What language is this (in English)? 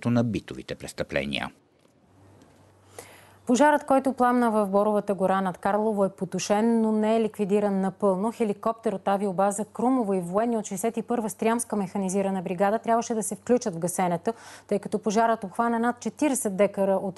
Bulgarian